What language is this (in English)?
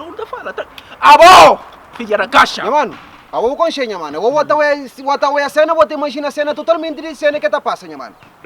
Kabuverdianu